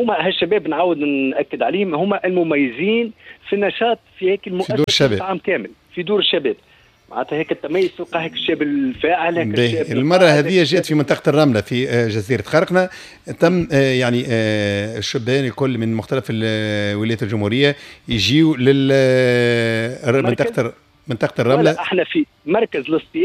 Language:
Tunisian Arabic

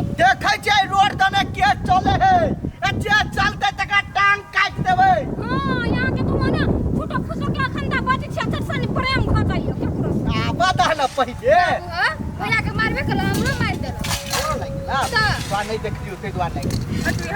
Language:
Maithili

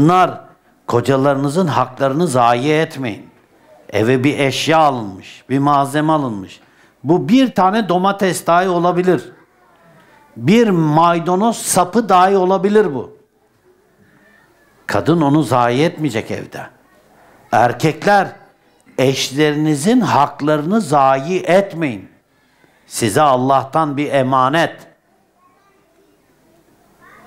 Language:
Turkish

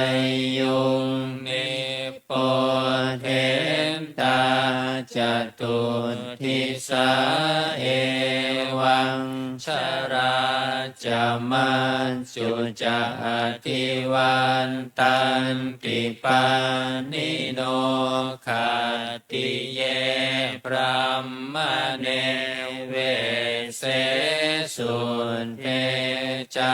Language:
Pali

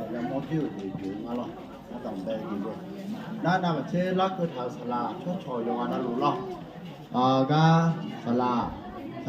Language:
Akha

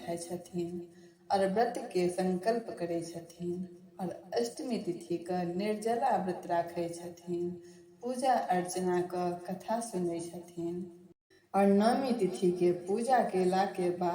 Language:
Maithili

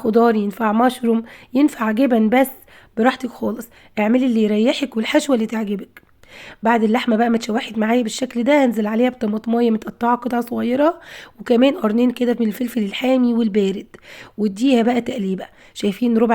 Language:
Egyptian Arabic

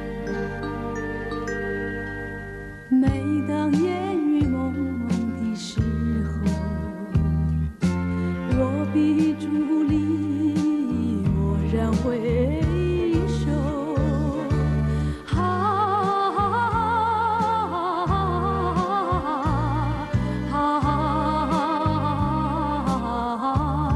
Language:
Chinese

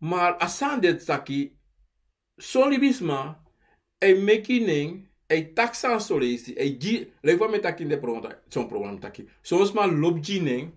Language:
Sranan Tongo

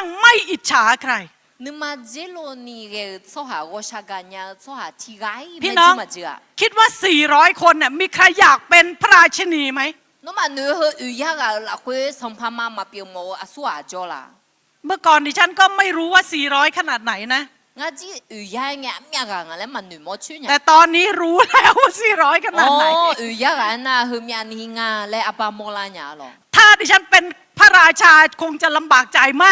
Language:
Akha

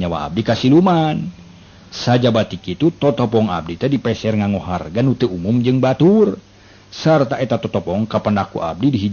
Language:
Sundanese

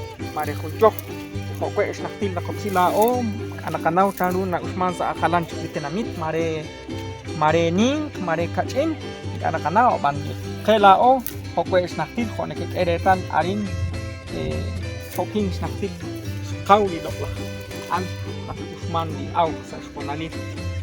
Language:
Kekchí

